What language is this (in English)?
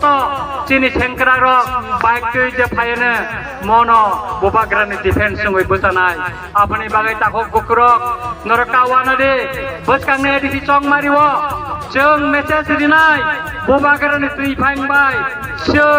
Kok Borok